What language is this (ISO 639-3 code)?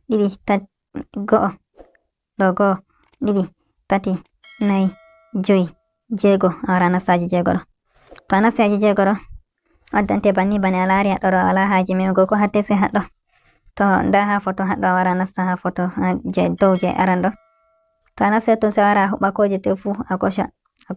ful